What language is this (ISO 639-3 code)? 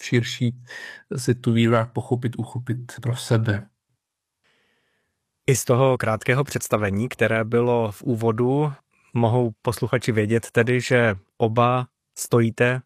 ces